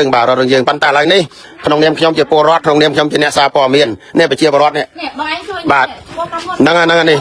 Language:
Khmer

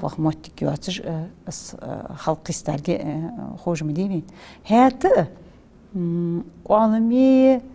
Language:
Ingush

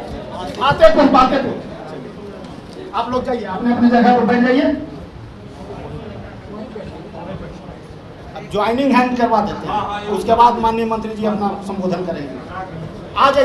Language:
Hindi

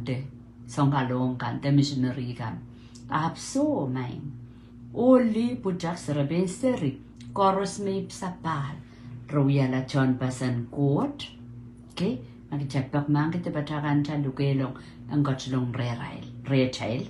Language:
Pohnpeian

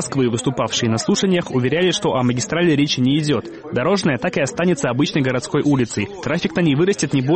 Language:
Russian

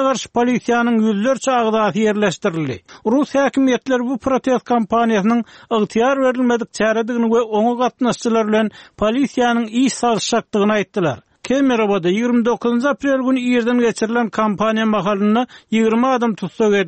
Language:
Turkmen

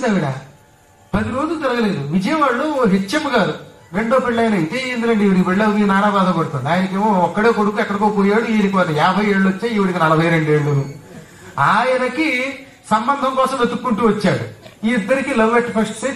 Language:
Telugu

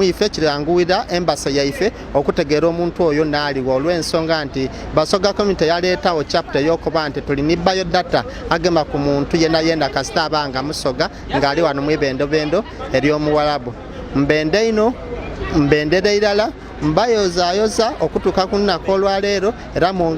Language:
Soga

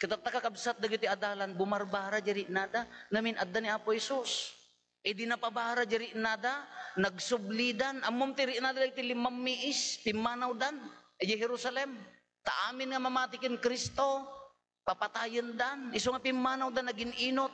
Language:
Iloko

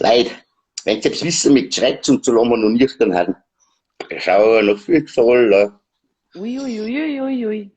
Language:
Bavarian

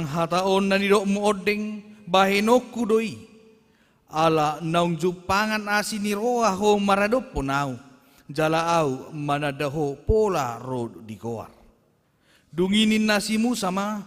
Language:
Batak Toba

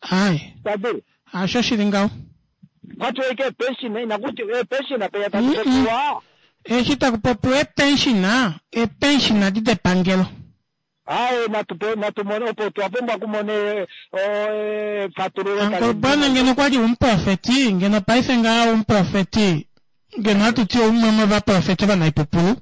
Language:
Kuanyama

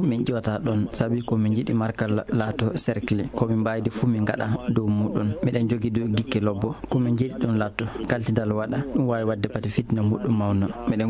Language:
Fula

